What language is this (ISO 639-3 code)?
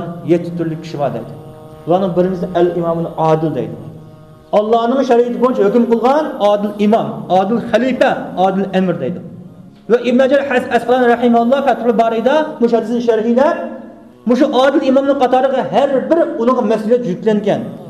uig